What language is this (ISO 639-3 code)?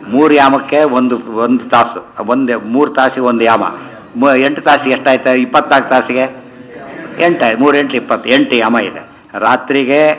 kan